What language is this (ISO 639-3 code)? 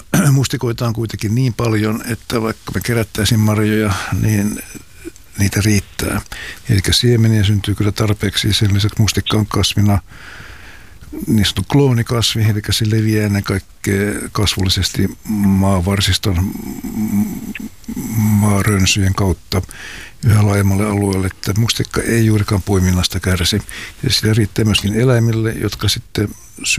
fin